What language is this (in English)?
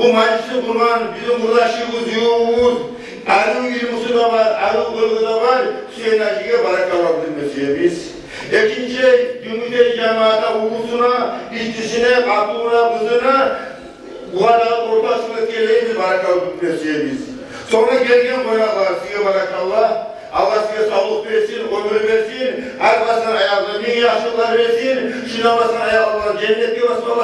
Kumyk